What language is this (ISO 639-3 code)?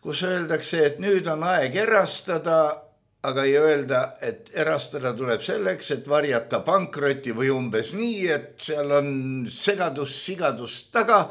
est